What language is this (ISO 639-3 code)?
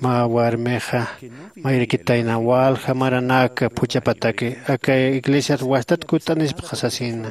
aym